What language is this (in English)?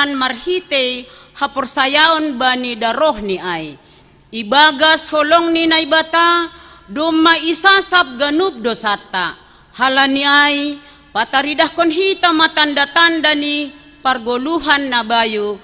Batak Simalungun